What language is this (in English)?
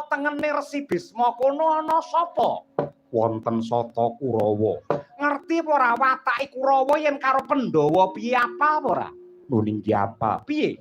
Javanese